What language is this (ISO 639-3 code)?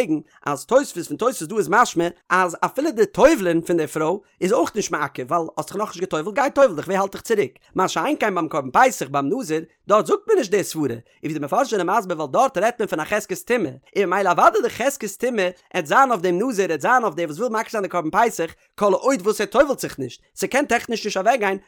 yid